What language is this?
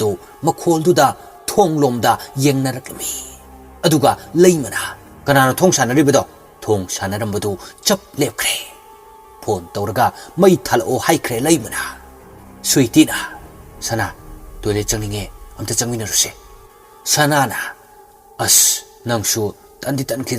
Manipuri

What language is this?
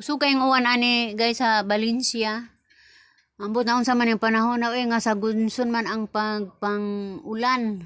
Cebuano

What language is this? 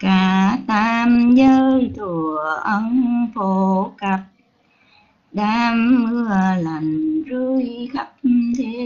Vietnamese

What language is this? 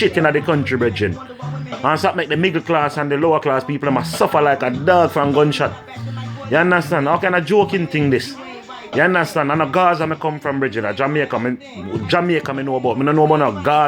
Jamaican Creole English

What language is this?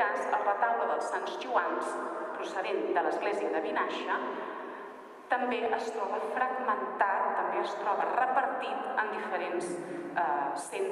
Catalan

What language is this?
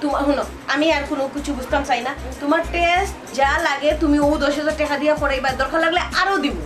Sylheti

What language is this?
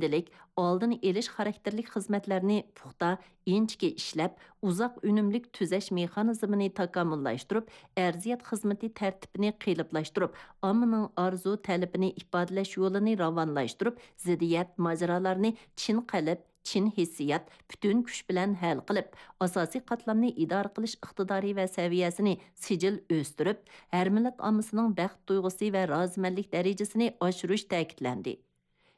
Uyghur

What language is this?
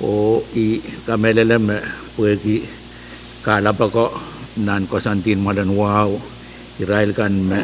Pohnpeian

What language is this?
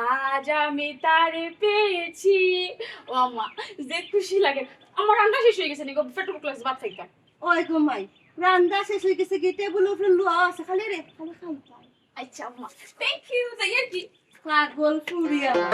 Sylheti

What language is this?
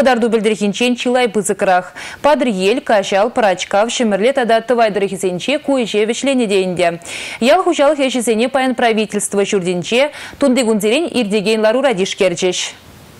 Chuvash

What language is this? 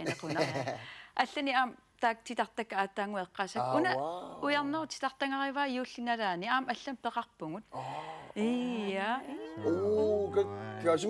Kalaallisut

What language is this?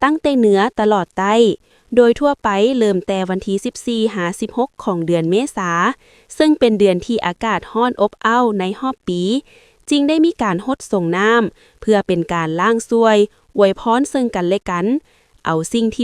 Lao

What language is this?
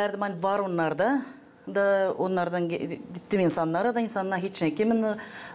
Gagauz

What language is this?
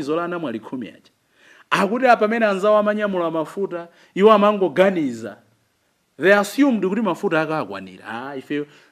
Nyanja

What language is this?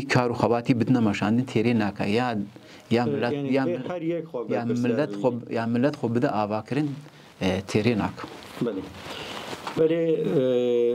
Kurdish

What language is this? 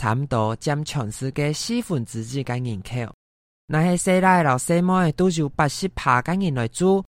Hakka Chinese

